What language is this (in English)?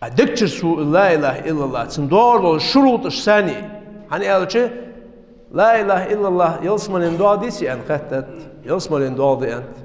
Ingush